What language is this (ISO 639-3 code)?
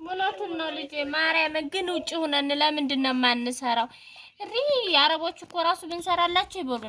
amh